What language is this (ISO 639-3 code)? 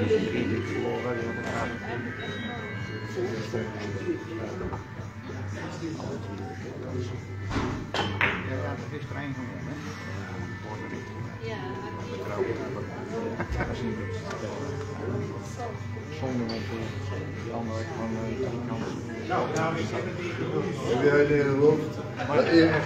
nld